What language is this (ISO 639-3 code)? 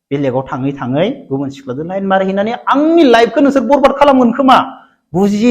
brx